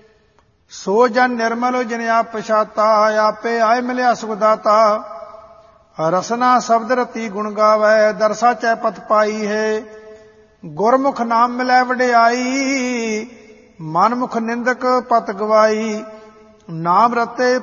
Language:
Punjabi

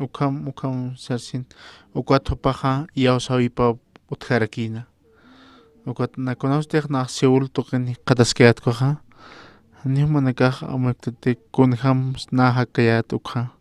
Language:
Aymara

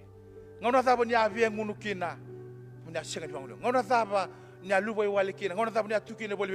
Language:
Fijian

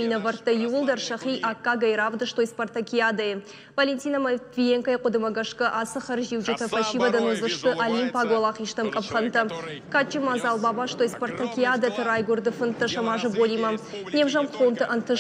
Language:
Ossetic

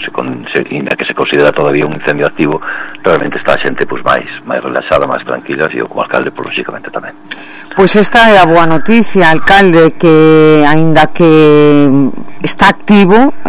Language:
Galician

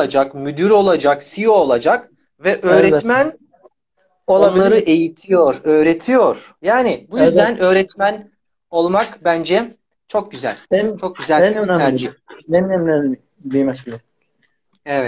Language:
Turkish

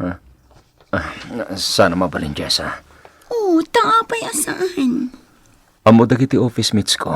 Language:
Iloko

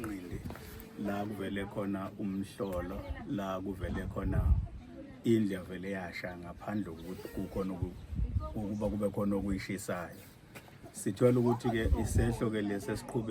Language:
Zulu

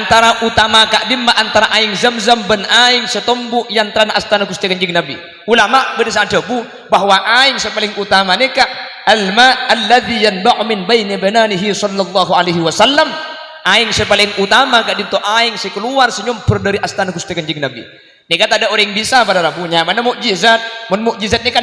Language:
Madurese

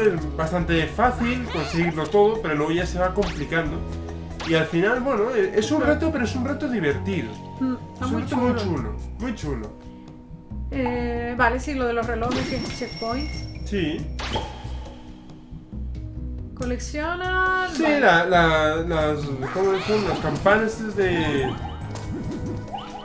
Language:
Spanish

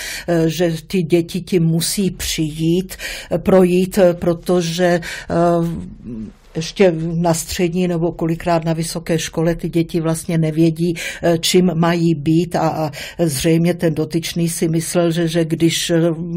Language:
Czech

